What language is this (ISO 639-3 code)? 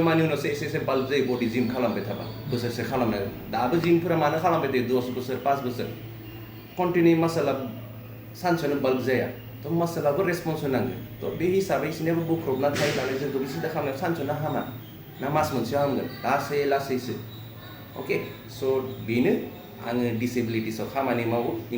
brx